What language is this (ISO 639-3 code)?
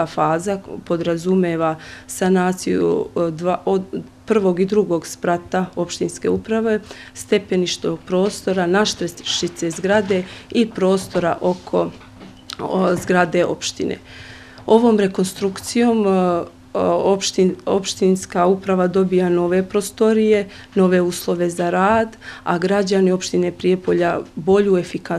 bos